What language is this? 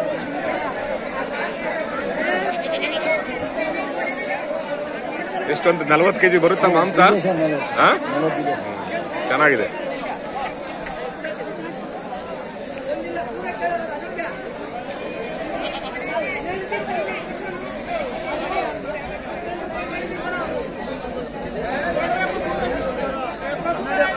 Kannada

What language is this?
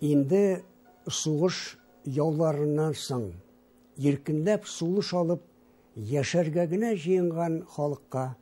Tatar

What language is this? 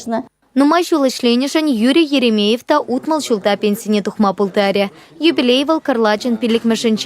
Chuvash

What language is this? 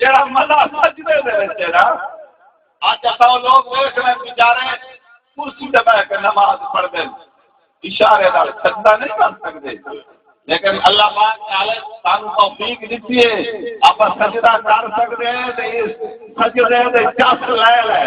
Saraiki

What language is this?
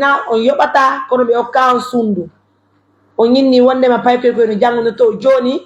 Pular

